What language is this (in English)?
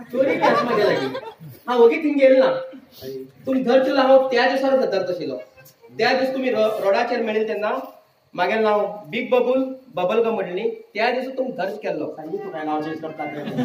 Konkani